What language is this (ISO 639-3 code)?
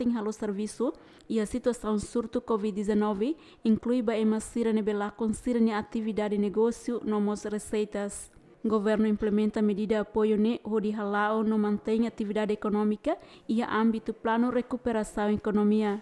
tet